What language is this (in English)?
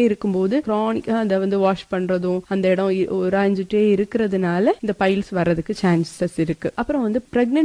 Tamil